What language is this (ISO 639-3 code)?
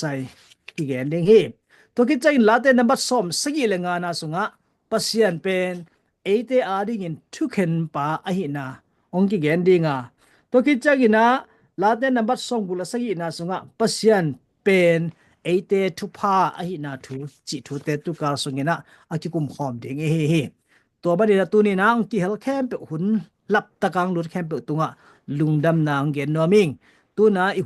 ctd